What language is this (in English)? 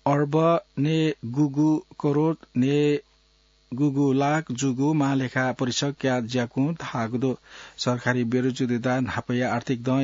Newari